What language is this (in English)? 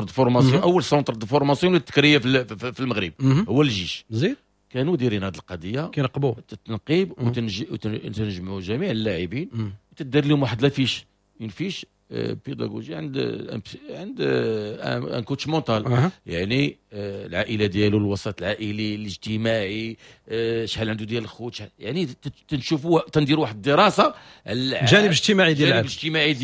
Moroccan Arabic